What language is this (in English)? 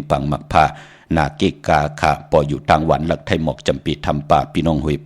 Shan